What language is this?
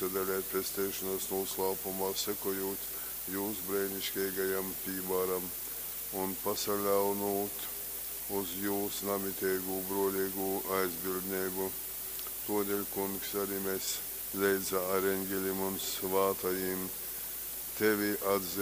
Latgalian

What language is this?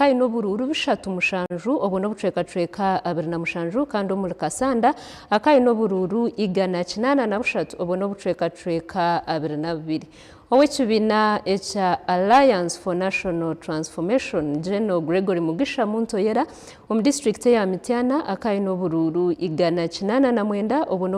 Nyankole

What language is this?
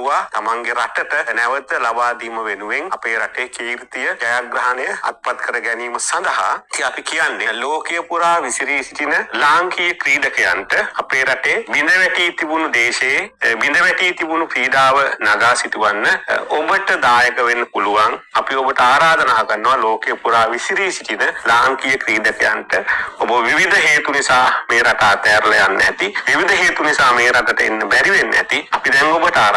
Sinhala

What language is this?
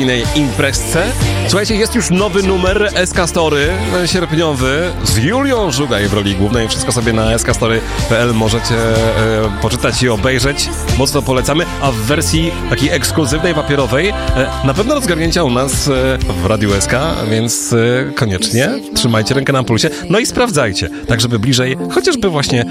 Polish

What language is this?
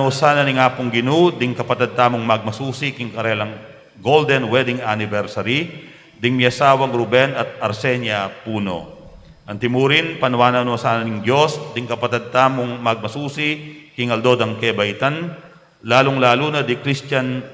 Pampanga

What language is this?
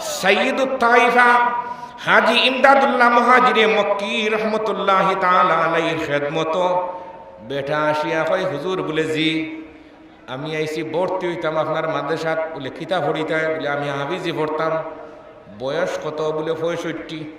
Sylheti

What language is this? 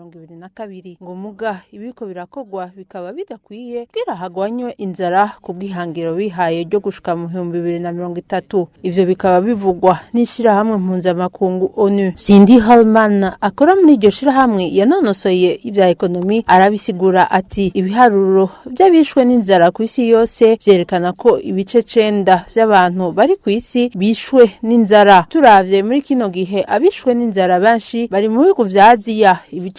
Rundi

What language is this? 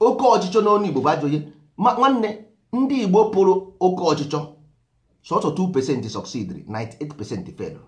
Igbo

